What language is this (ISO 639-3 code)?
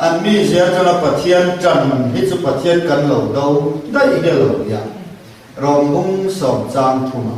lus